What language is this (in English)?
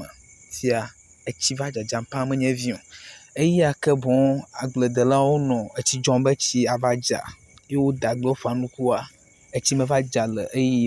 Ewe